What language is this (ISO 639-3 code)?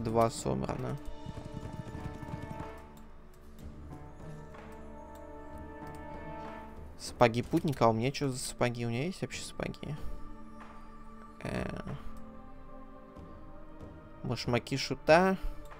rus